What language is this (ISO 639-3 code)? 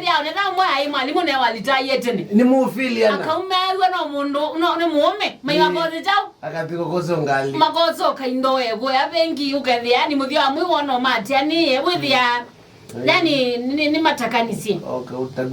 kam